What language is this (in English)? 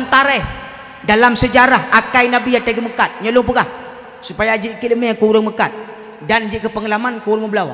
Achinese